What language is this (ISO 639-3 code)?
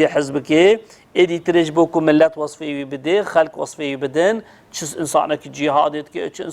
kur